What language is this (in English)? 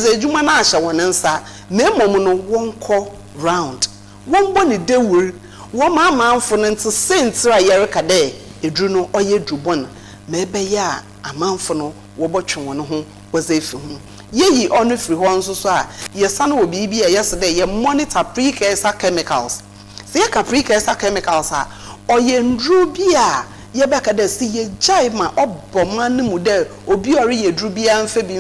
Akan